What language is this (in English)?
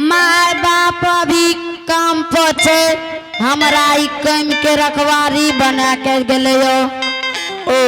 Angika